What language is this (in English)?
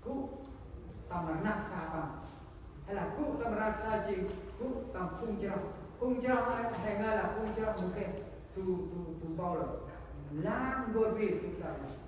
Central Mnong